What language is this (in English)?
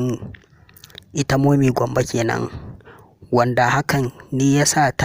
Hausa